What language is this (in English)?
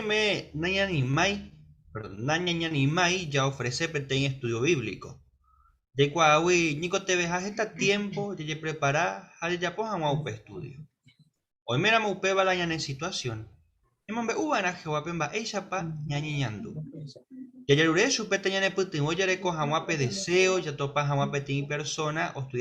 Guarani